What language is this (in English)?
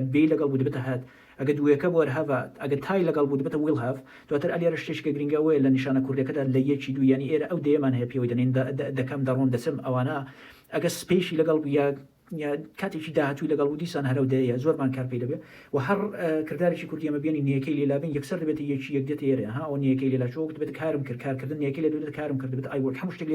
Central Kurdish